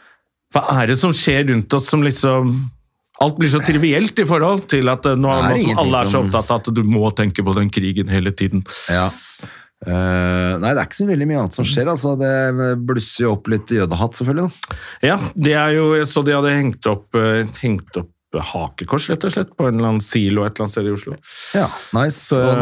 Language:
Norwegian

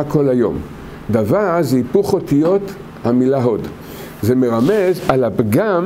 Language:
Hebrew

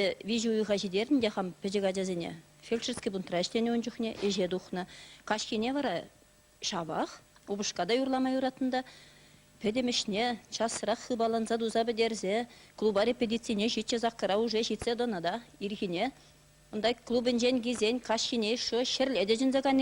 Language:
Chuvash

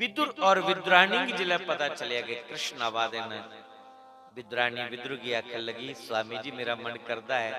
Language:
Dogri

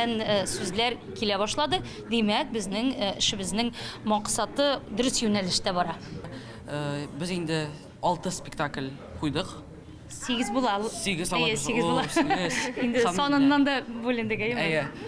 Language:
Tatar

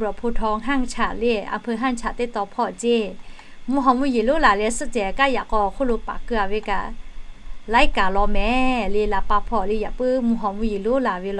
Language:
Lahu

